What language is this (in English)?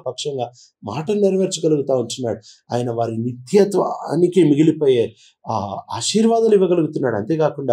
Telugu